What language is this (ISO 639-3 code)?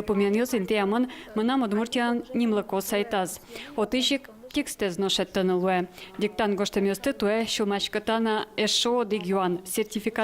udm